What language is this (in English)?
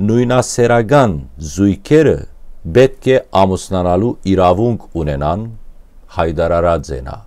Western Armenian